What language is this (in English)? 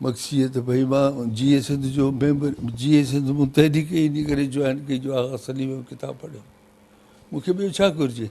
Sindhi